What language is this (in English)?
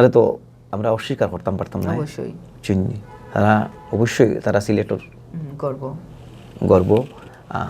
Sylheti